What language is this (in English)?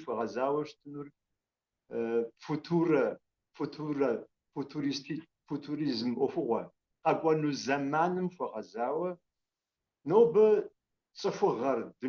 Kabardian